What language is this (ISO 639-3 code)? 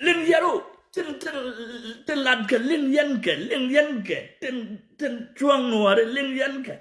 nus